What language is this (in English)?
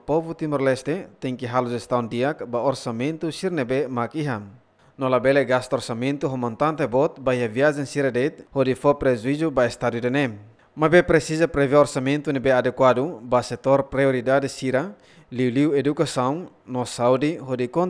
Tetum